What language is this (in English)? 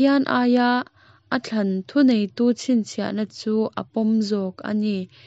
Mizo